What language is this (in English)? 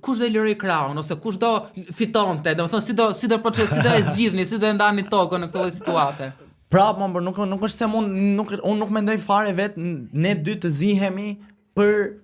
Albanian